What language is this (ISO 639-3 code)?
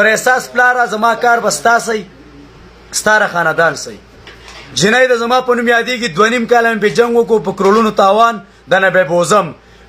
pus